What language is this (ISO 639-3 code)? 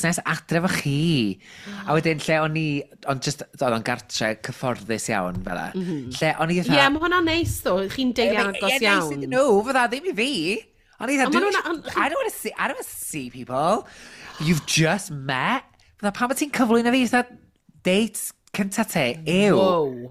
cym